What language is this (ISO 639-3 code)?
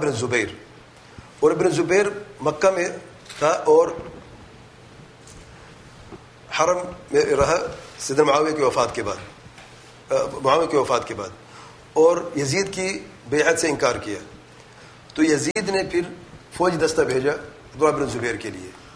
urd